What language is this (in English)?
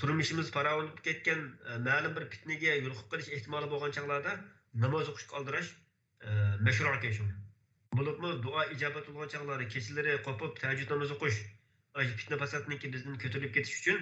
Uyghur